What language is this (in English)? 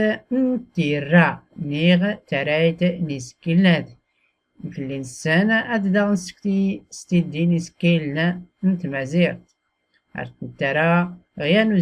Tachelhit